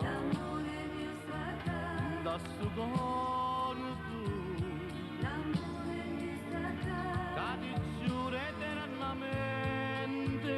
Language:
Neapolitan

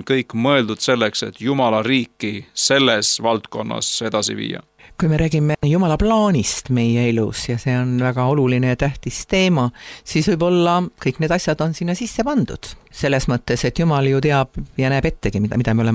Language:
Estonian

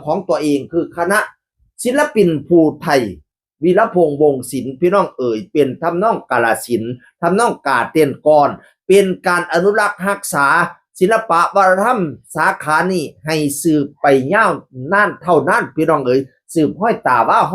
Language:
Northeastern Thai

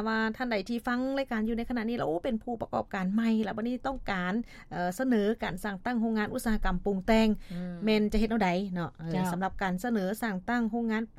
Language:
Lao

